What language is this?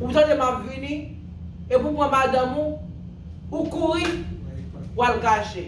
Haitian Creole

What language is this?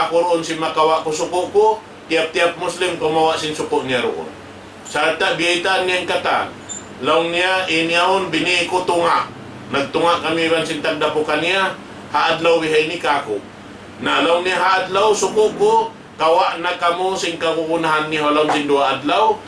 Tausug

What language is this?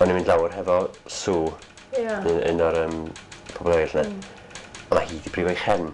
Welsh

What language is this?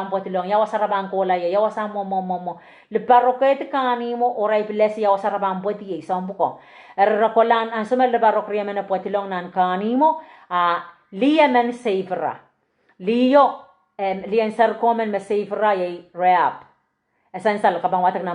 Pohnpeian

